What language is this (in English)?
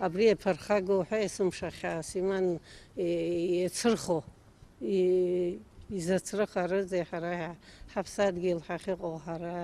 Abkhazian